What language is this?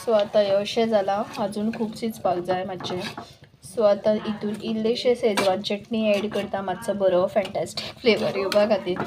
Konkani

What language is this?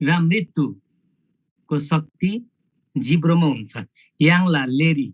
Eastern Tamang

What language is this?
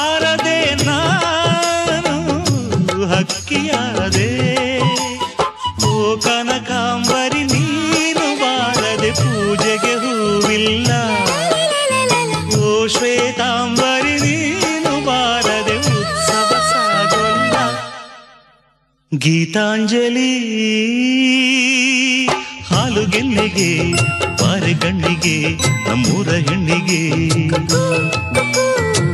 Kannada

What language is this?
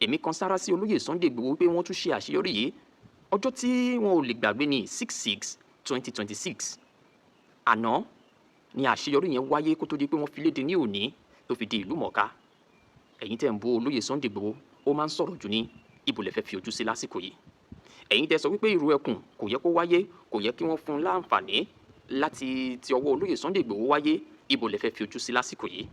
Yoruba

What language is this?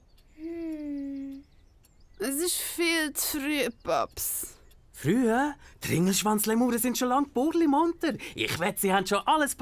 Swiss German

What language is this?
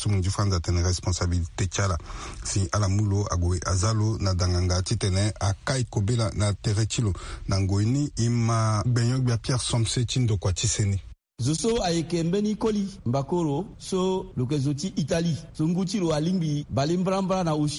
Sango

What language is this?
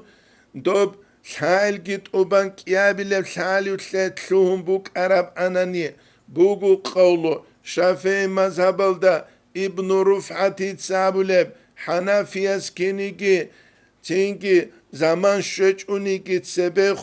Avaric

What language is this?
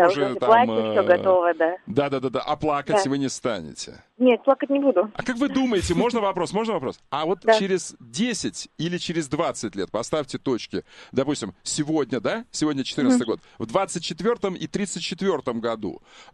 Russian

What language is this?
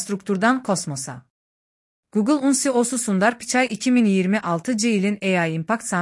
Azerbaijani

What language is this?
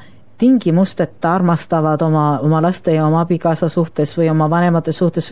Estonian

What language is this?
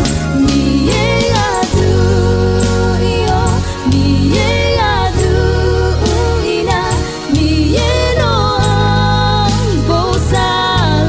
Akha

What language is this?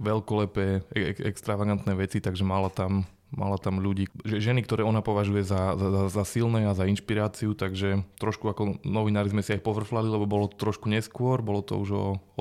Slovak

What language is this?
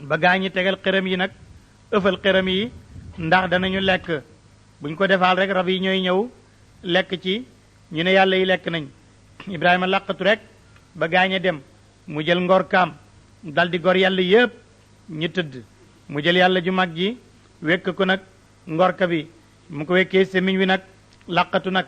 Wolof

